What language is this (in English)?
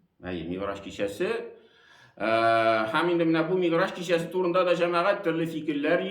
Tatar